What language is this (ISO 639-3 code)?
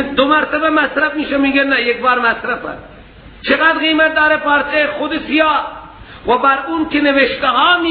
fas